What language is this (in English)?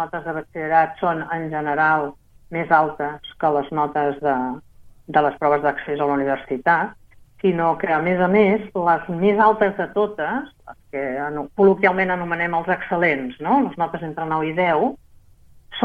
Catalan